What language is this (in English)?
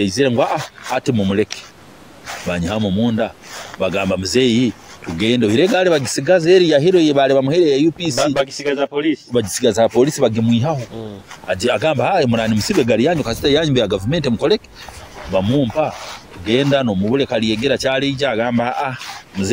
Nyoro